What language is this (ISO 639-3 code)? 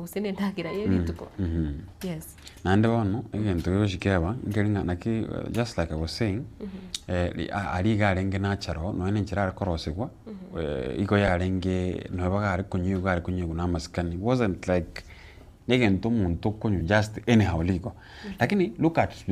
guz